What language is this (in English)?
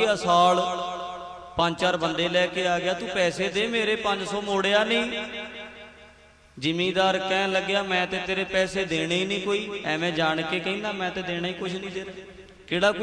Punjabi